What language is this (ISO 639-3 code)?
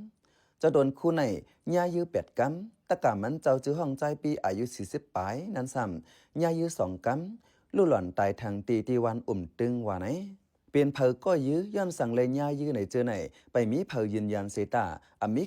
shn